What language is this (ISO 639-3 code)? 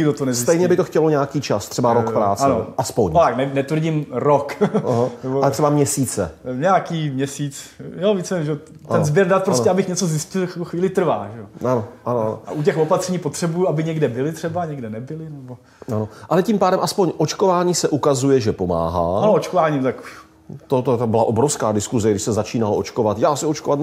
ces